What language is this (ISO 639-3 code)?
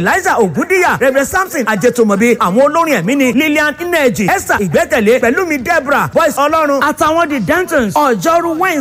yor